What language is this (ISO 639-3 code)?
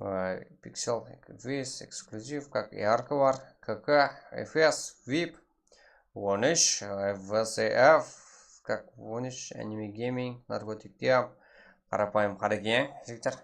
kaa